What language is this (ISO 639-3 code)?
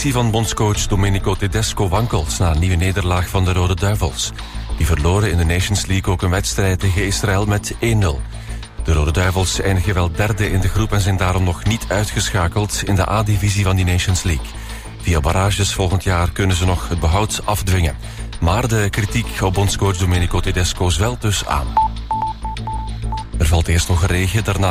nld